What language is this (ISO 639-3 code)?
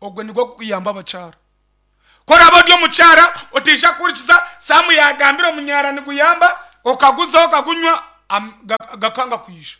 nyn